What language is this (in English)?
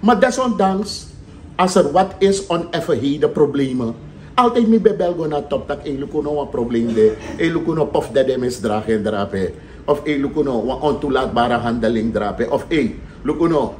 Sranan Tongo